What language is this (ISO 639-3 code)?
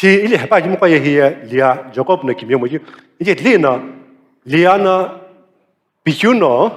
nsm